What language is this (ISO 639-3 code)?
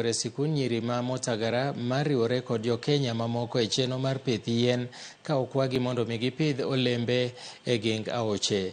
luo